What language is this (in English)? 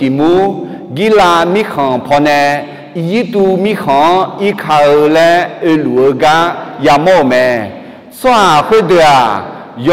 Akha